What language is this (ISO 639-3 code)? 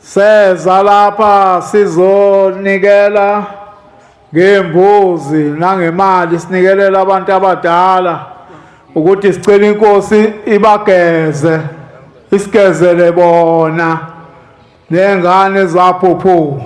zul